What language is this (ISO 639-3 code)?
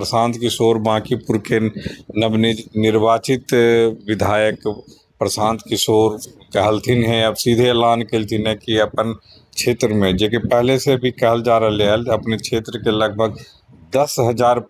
mag